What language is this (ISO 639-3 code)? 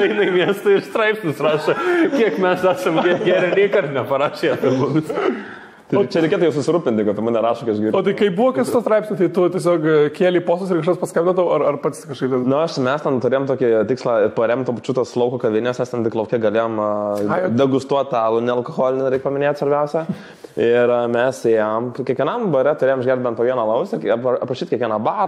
lit